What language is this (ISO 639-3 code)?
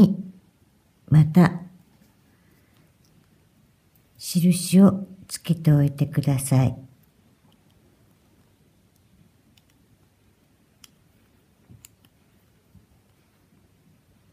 jpn